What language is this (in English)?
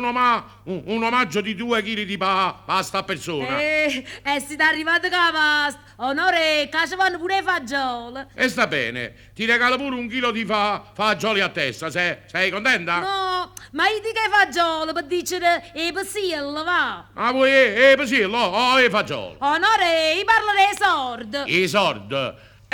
Neapolitan